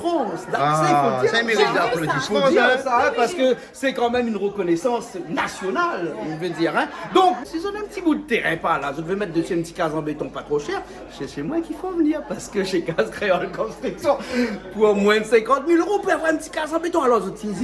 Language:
Réunion Creole French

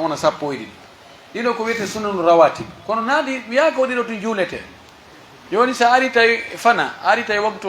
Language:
Pular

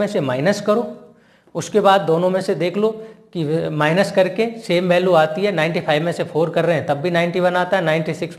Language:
Hindi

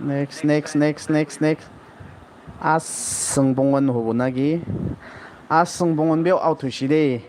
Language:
Naga Pidgin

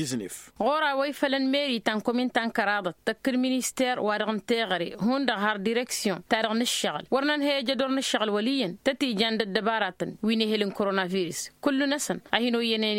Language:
Tamasheq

